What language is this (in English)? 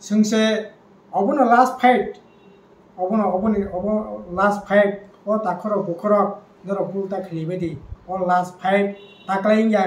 Kok Borok